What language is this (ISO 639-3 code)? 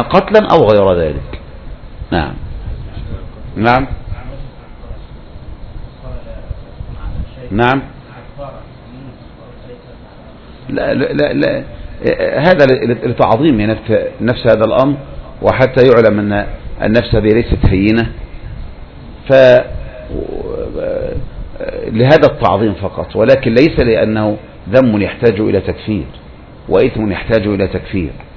ara